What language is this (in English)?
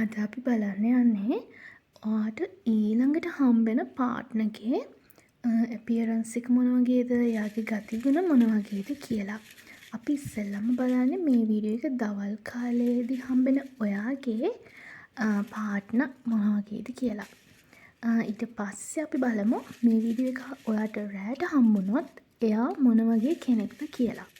Sinhala